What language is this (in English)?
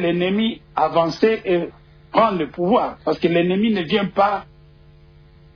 French